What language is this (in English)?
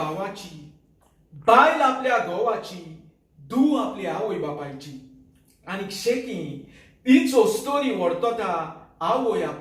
Konkani